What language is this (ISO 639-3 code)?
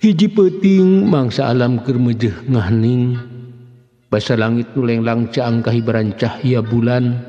sun